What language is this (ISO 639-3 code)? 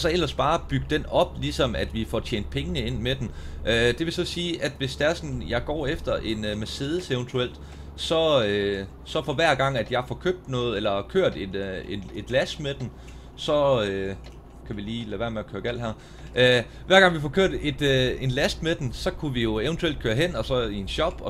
dan